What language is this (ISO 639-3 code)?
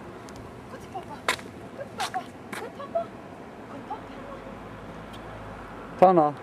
nor